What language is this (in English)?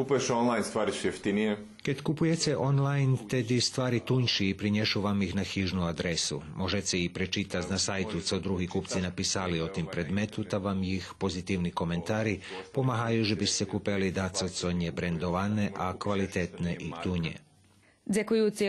Rusyn